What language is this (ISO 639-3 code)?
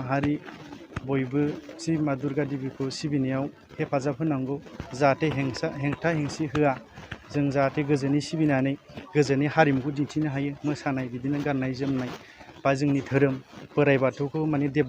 brx